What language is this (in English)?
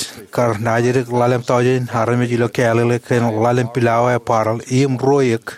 Marshallese